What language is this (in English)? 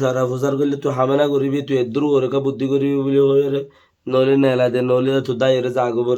Rohingya